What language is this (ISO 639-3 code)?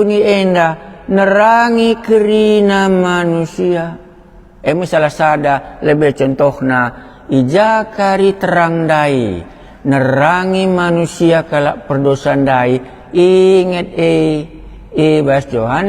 btx